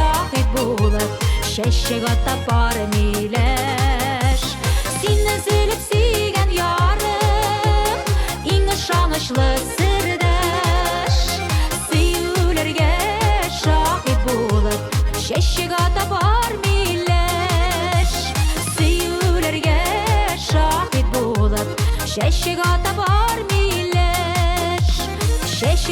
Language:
Tatar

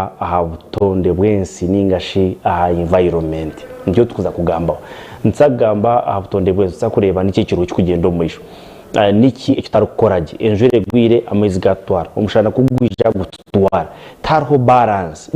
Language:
Nyankole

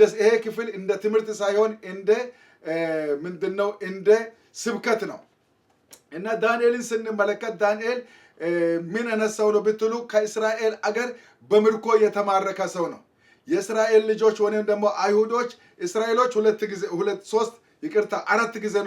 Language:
Amharic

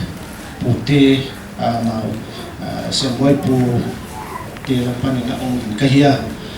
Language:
Paite Chin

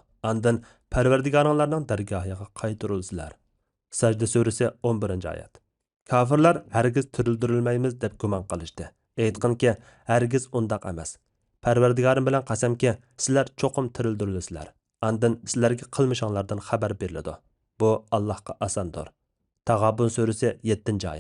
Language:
Uyghur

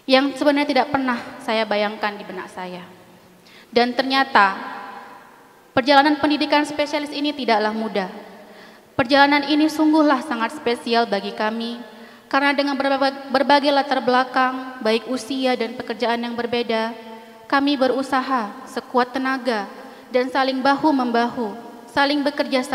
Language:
Indonesian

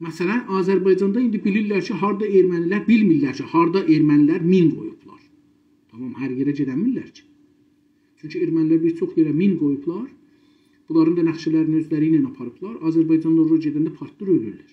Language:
South Azerbaijani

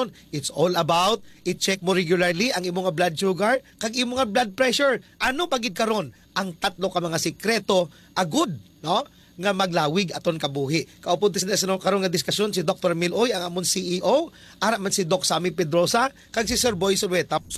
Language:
Hiligaynon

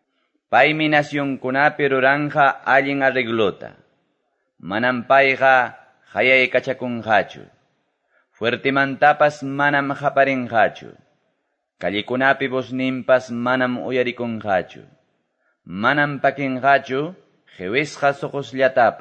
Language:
Quechua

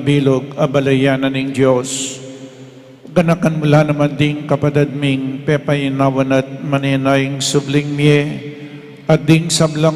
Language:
Pampanga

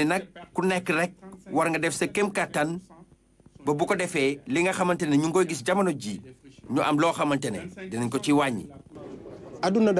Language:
Wolof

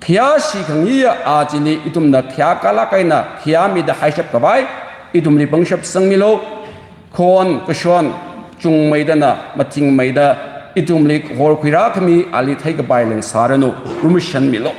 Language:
Tangkhul Naga (India)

